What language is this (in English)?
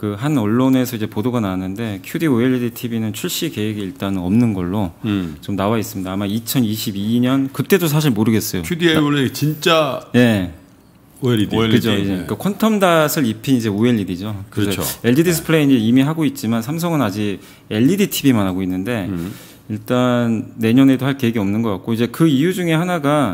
Korean